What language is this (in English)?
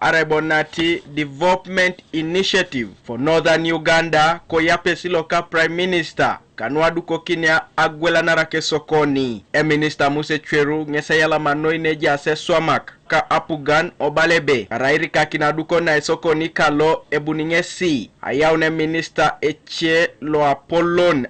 Teso